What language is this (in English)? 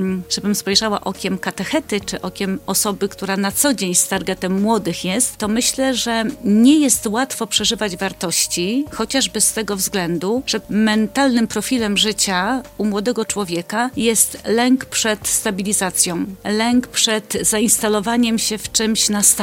Polish